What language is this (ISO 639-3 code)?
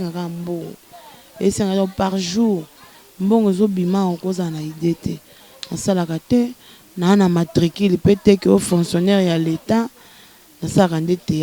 lin